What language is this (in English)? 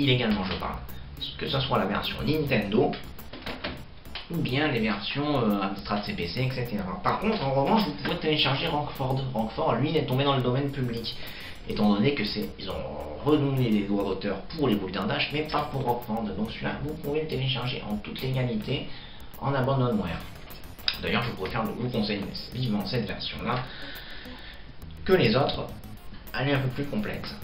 French